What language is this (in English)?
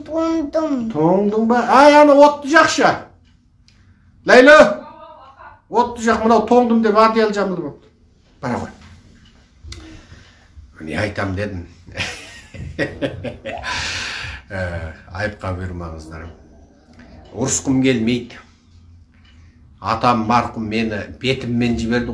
Kazakh